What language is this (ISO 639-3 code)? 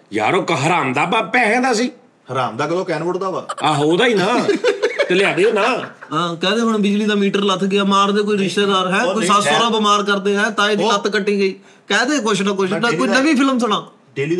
pan